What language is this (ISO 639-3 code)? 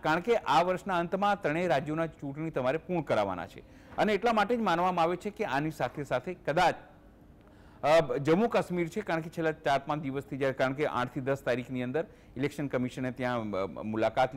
guj